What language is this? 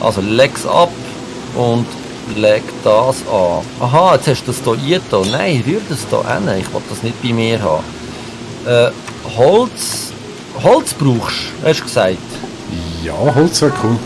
Swiss German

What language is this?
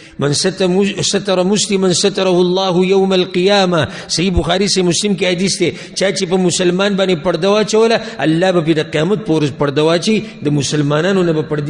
Pashto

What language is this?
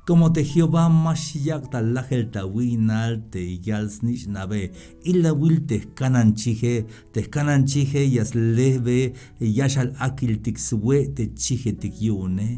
Tzeltal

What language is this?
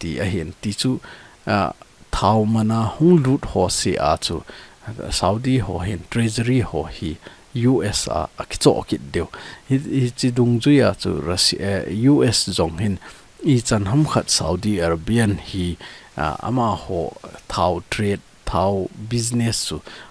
Thado Chin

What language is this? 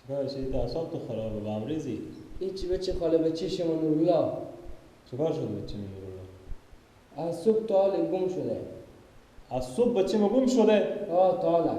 Persian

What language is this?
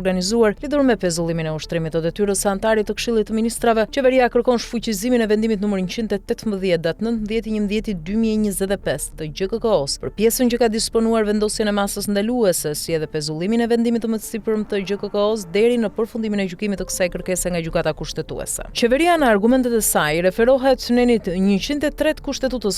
Albanian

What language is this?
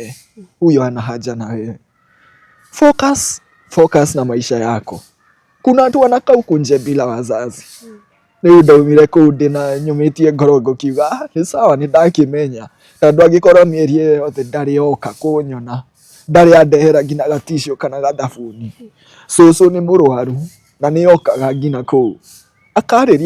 Kikuyu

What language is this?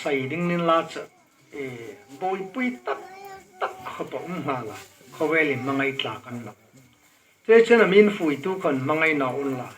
Hmar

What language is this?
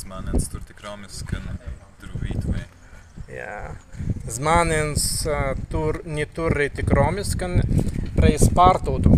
Prussian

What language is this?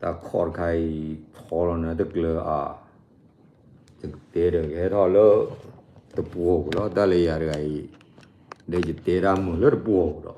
S'gaw Karen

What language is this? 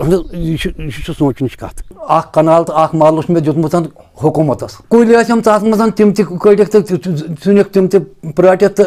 Kashmiri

